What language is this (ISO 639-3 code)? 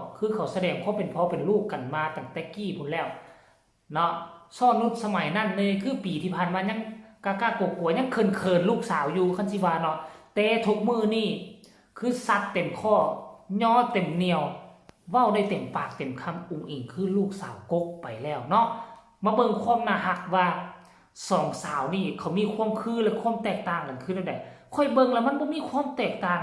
tts